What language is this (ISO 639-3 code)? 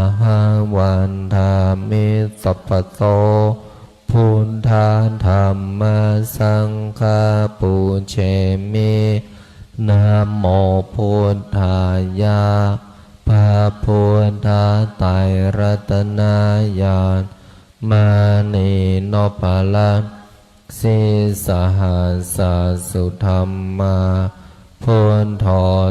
pli